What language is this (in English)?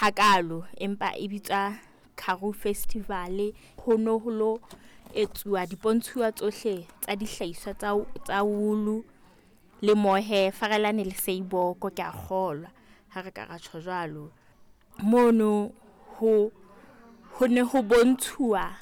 Southern Sotho